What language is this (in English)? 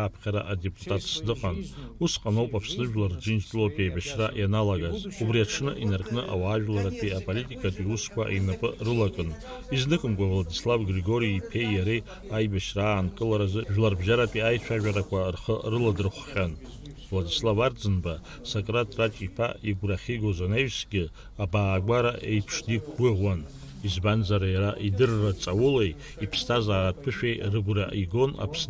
Abkhazian